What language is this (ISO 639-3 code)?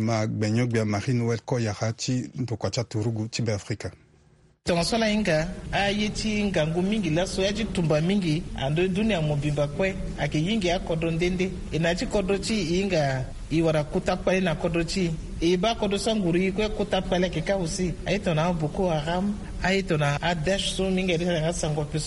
sag